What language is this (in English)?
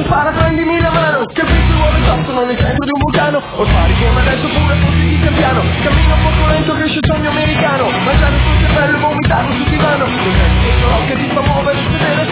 Italian